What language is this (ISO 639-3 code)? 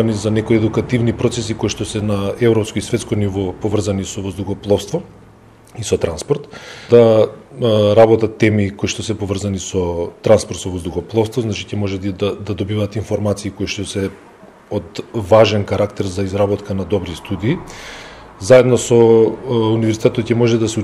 mkd